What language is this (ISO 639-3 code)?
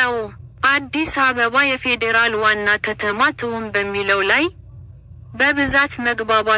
amh